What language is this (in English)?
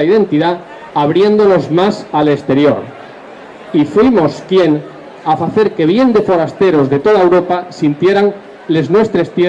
Asturian